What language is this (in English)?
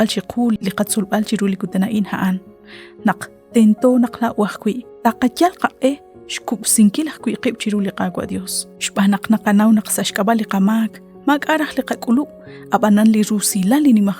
Kekchí